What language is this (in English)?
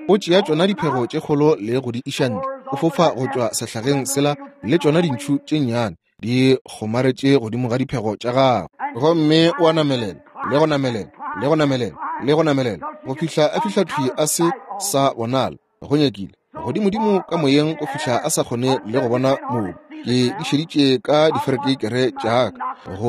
Northern Sotho